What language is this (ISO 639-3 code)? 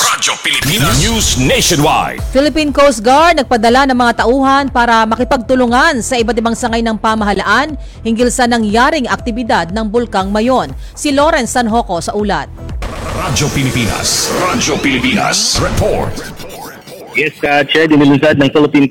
fil